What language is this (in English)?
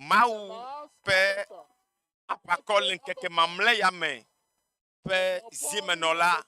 Ewe